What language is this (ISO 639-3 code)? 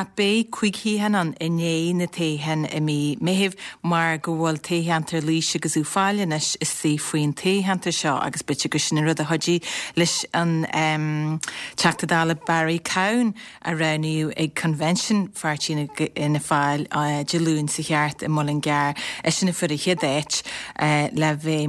gle